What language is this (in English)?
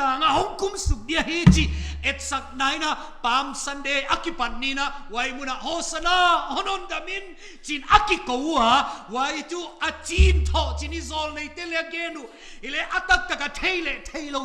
Paite Chin